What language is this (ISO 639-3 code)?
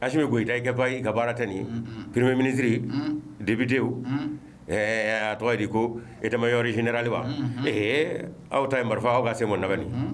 bam